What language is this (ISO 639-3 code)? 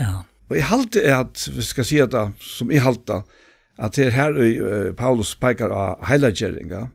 fao